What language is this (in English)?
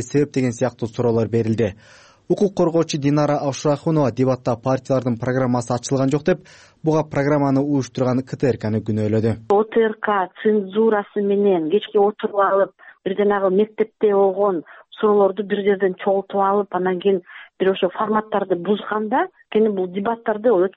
Kyrgyz